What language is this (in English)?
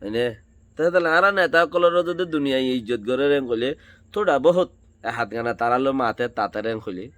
Rohingya